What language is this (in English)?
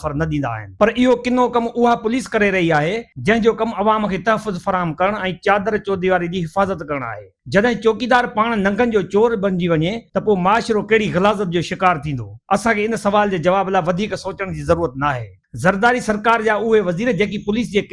Sindhi